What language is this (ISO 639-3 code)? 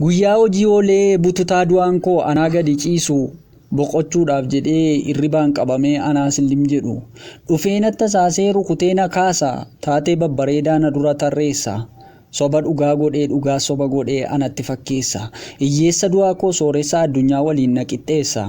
orm